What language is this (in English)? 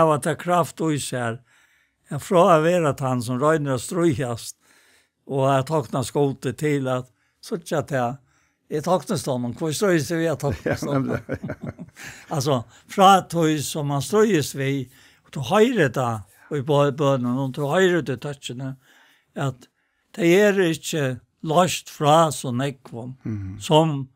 Faroese